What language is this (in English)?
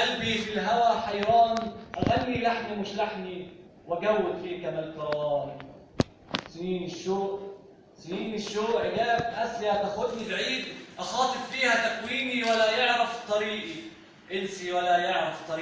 Egyptian Arabic